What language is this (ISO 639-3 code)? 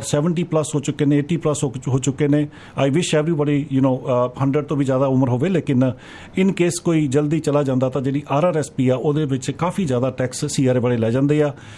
pan